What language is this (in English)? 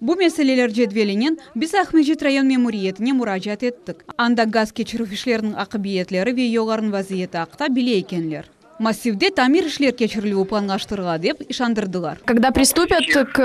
Crimean Tatar